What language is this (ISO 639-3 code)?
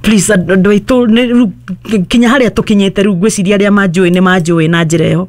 kik